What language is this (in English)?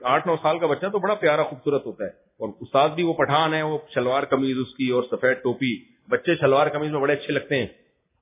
Urdu